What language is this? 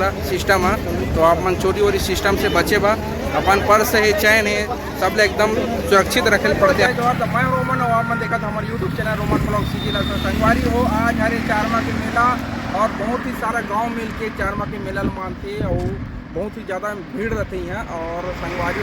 Chhattisgarhi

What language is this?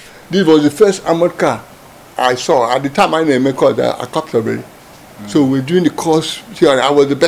Igbo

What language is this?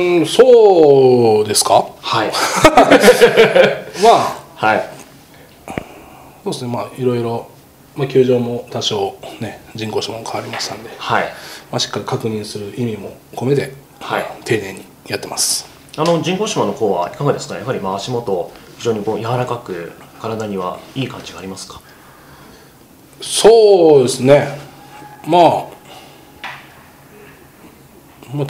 Japanese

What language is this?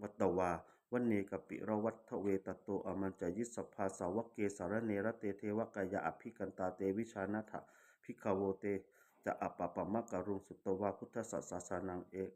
Pali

